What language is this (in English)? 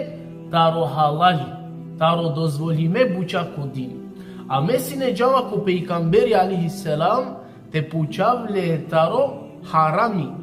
Balkan Romani